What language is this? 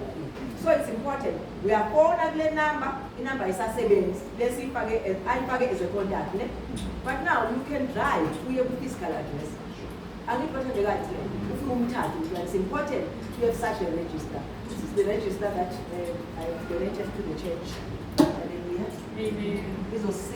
Zulu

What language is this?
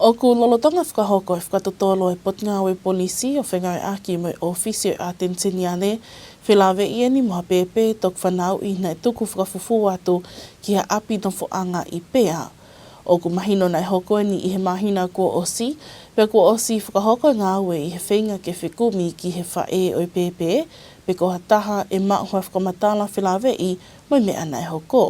Tongan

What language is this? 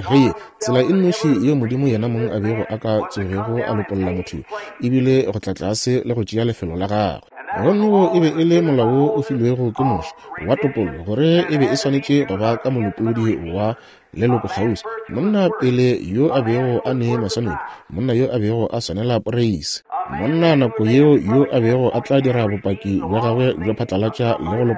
Northern Sotho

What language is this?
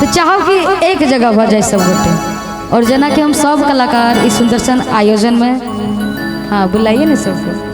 Maithili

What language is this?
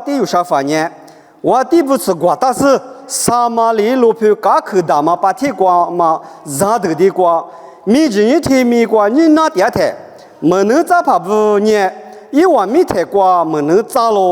Lisu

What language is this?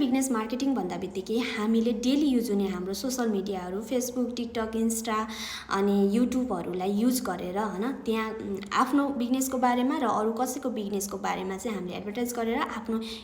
Nepali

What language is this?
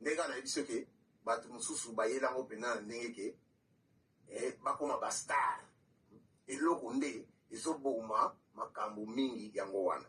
Lingala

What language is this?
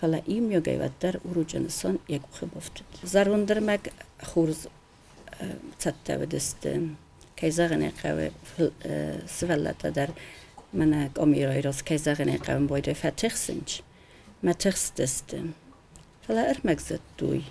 Ossetic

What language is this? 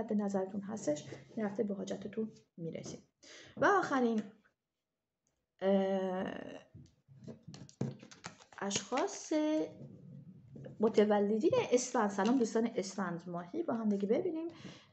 Persian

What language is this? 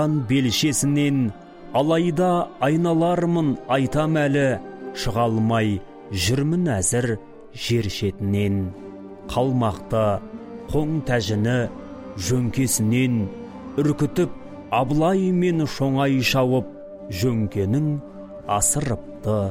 Kazakh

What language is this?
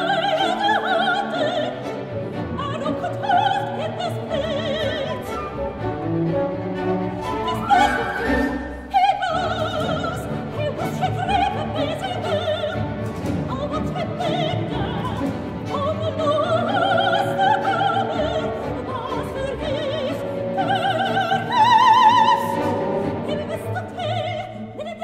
Dutch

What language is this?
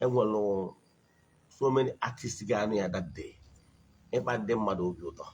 Igbo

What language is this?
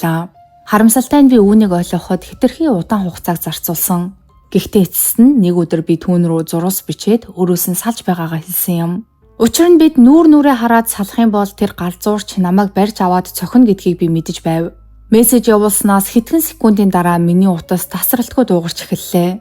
Mongolian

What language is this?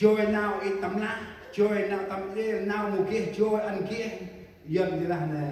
Central Mnong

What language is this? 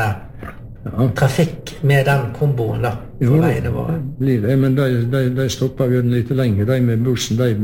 Norwegian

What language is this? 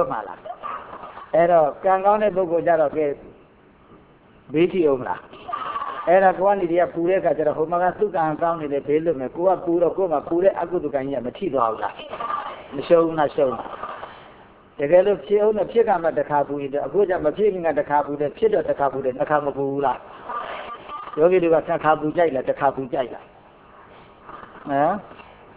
Burmese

